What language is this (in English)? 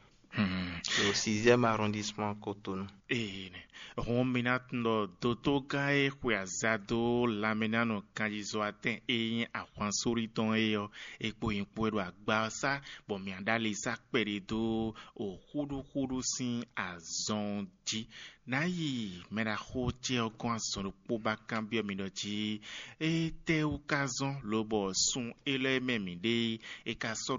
Fon